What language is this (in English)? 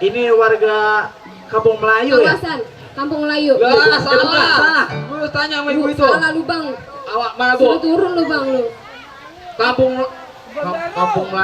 Betawi